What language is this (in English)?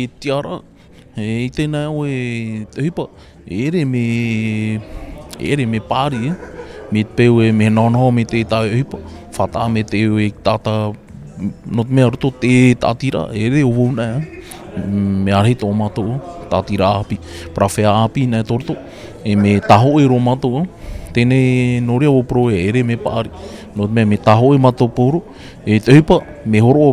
Tahitian